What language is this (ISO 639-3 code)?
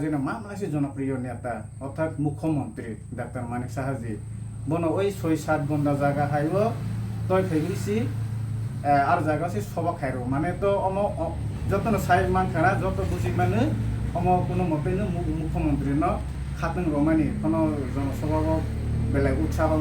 trp